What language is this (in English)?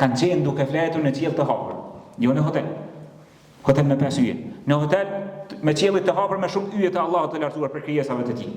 Albanian